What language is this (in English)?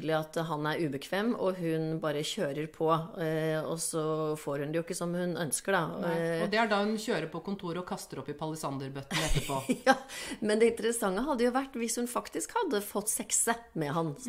Norwegian